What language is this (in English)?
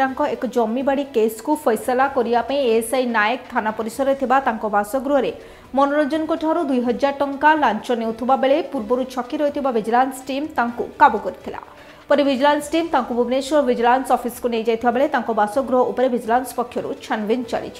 Odia